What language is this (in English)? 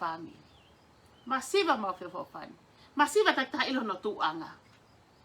Tongan